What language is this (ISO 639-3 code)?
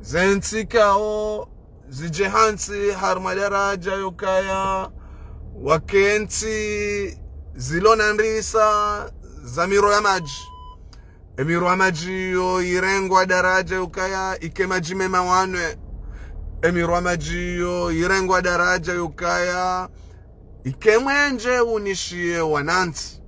zdj